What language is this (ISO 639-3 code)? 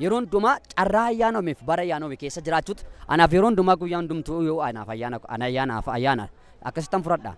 orm